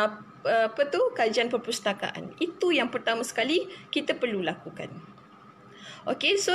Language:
Malay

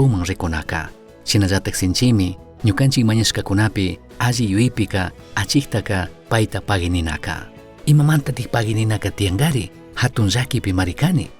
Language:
Chimborazo Highland Quichua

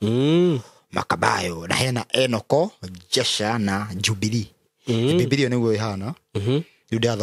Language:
Kikuyu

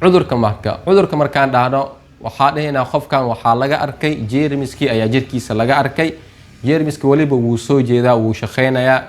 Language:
Somali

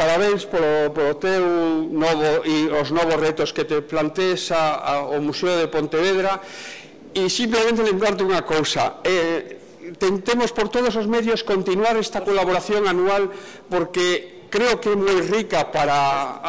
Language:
Galician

